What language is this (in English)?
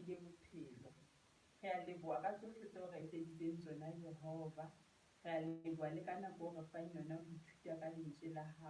Southern Sotho